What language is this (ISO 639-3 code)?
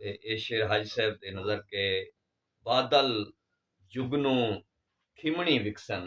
skr